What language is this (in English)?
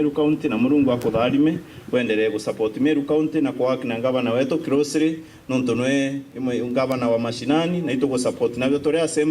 Meru